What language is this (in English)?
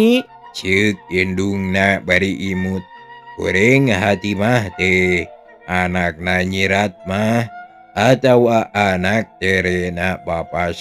Sundanese